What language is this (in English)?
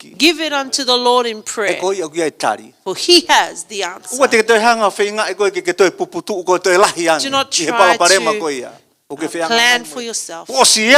Tongan